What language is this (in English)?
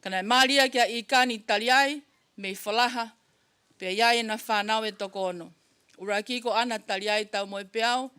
Tongan